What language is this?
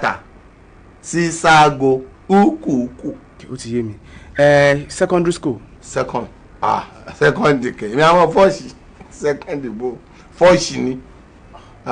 Yoruba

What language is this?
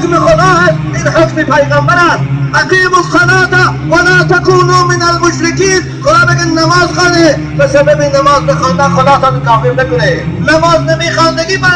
Tajik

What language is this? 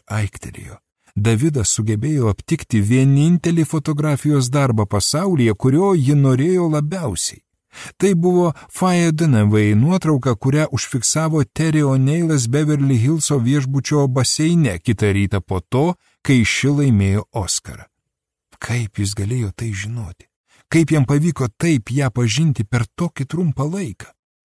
Lithuanian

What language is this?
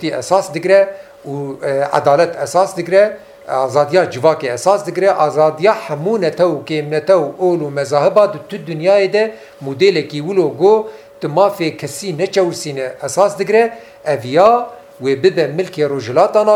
Kurdish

